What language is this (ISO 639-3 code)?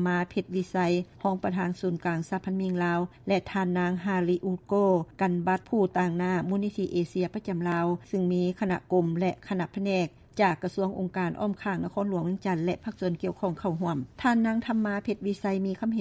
lao